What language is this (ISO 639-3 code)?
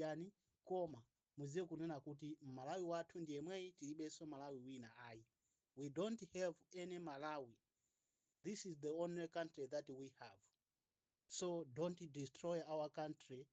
nya